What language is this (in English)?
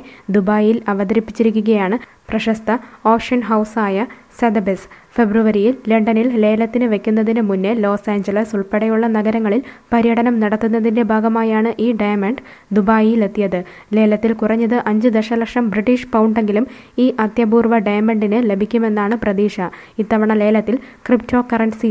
Malayalam